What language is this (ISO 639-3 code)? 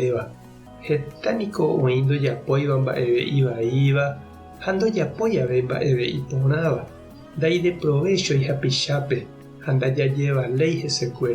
grn